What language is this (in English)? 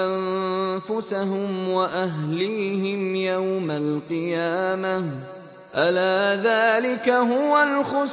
Urdu